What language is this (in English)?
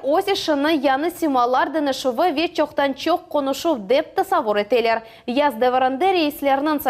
Crimean Tatar